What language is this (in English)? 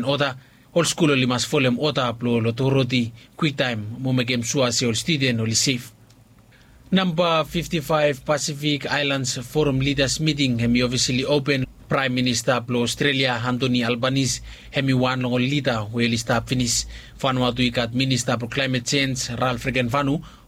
Bislama